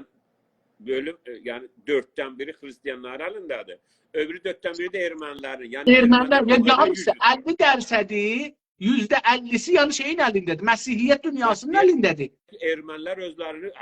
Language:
South Azerbaijani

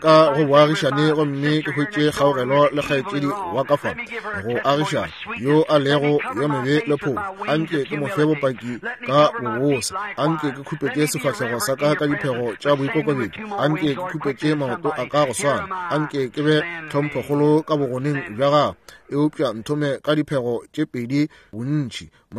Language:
Northern Sotho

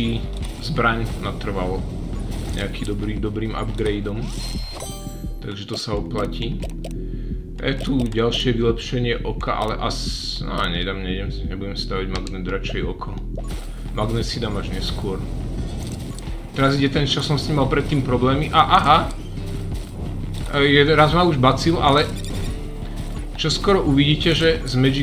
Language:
Slovak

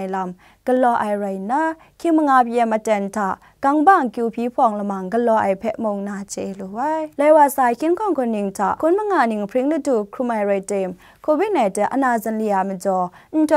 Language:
Kachin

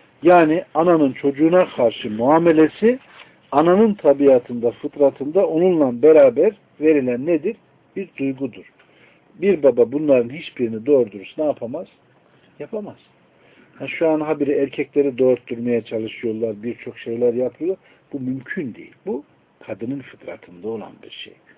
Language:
Turkish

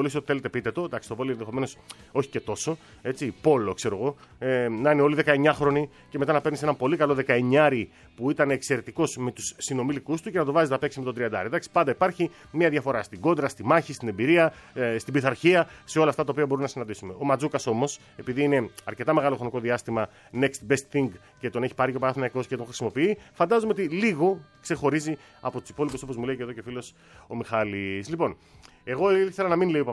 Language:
Greek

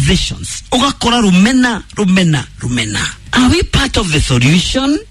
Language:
Kikuyu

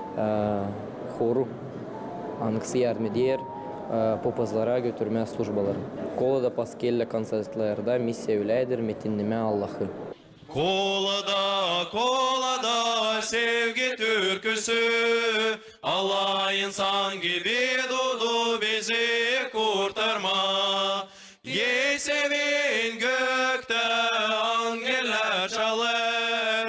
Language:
Gagauz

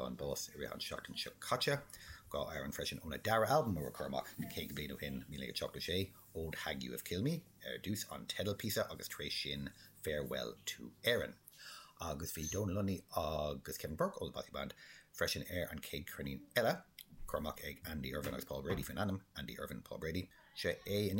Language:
Irish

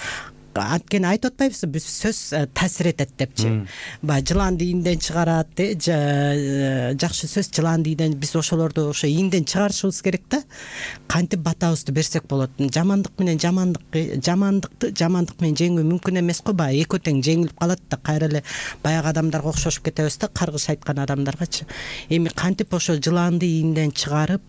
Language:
Kyrgyz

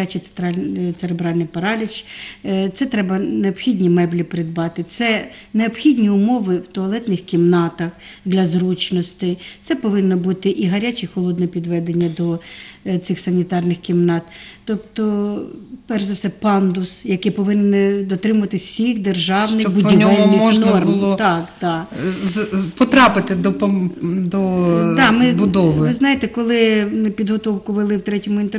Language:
Ukrainian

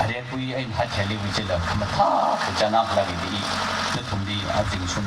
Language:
Tangkhul Naga (India)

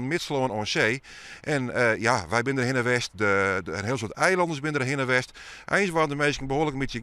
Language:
Western Frisian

